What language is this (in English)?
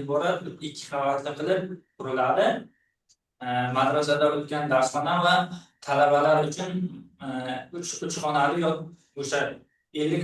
Uzbek